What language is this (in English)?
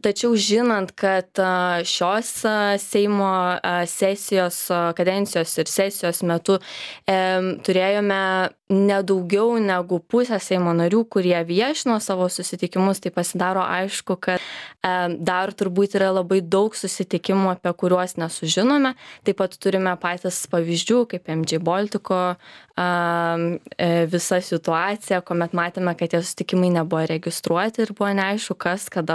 Lithuanian